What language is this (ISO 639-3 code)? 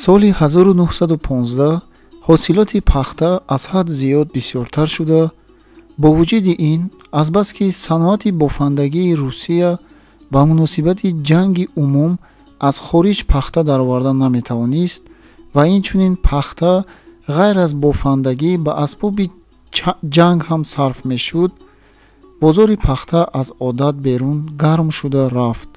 tgk